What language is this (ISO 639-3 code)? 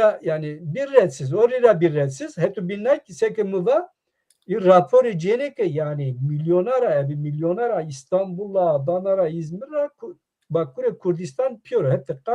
zza